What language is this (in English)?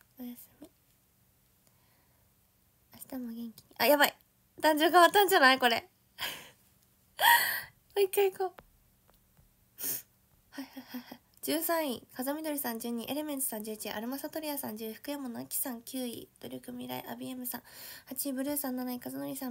Japanese